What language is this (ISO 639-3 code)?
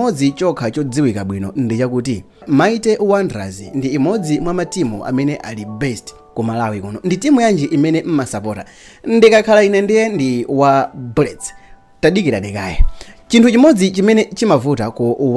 nya